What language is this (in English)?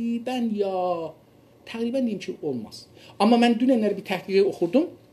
South Azerbaijani